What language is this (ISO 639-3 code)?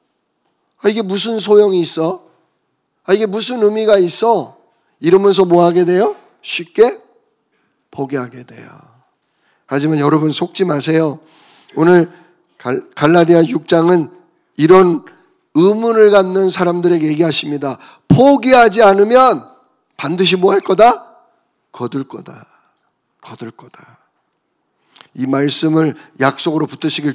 kor